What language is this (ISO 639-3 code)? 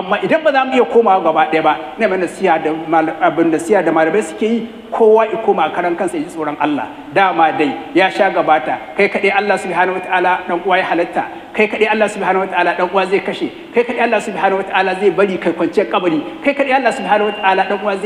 hau